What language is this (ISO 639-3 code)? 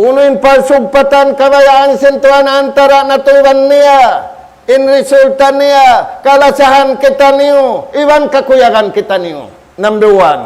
tsg